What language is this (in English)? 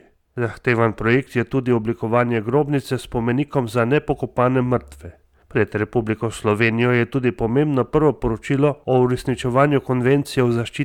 Slovenian